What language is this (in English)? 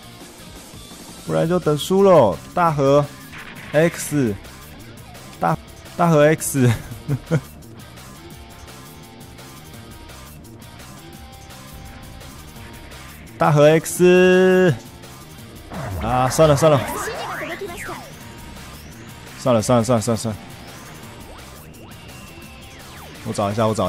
Chinese